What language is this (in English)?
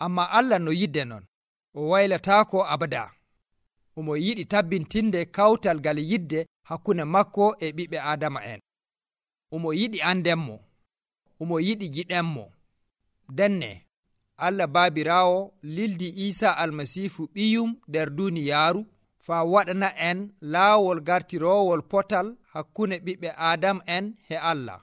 Nigerian Fulfulde